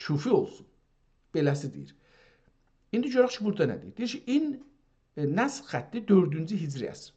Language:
South Azerbaijani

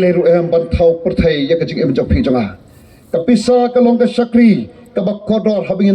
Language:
Khasi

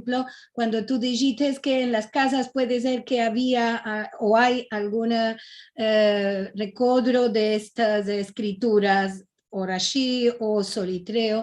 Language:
Ladino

